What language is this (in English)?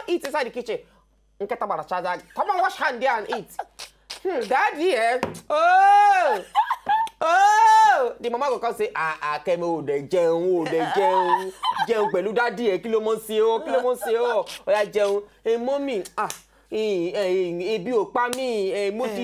Nigerian Pidgin